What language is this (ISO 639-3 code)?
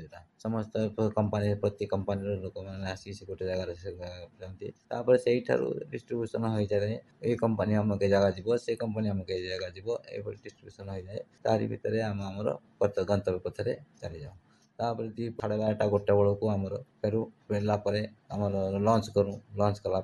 ori